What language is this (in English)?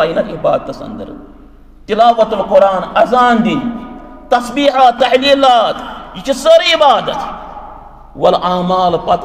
Kashmiri